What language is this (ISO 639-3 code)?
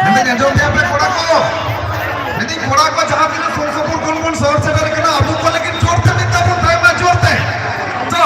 sat